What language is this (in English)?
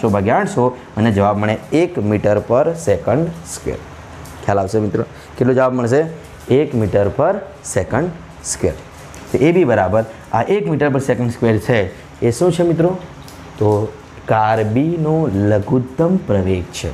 Gujarati